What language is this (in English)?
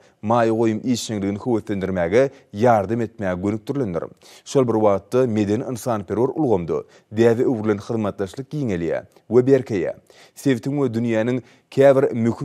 Turkmen